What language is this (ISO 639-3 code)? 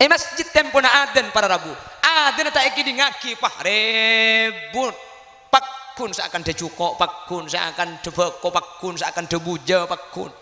mad